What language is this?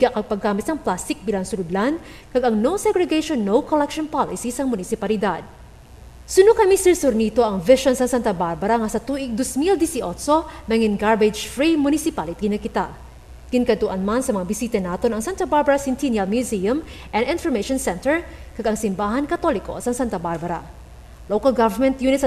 Hiligaynon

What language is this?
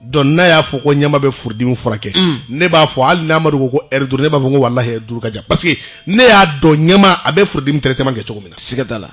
Bambara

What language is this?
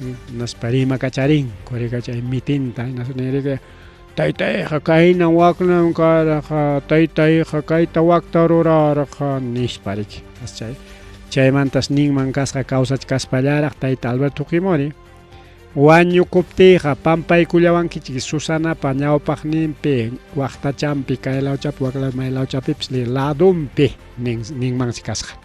Ayacucho Quechua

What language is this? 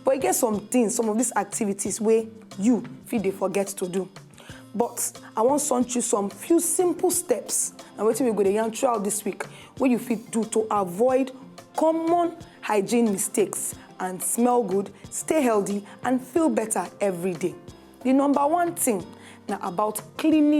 Nigerian Pidgin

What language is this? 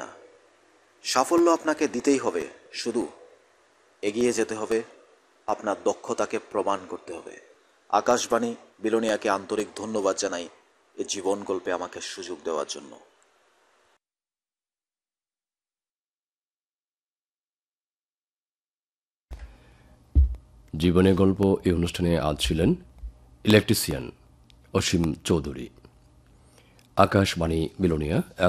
Bangla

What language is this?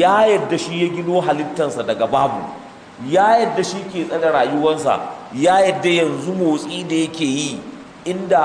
Hausa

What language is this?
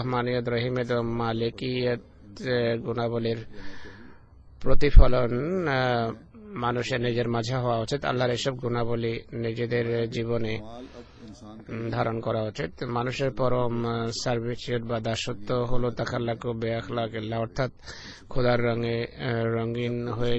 Bangla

